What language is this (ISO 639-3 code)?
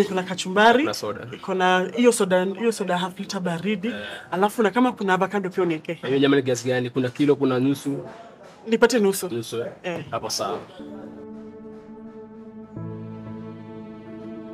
swa